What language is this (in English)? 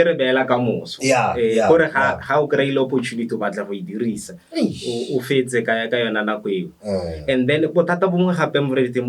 Tswana